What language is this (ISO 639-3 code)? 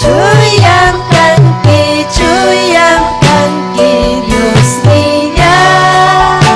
quy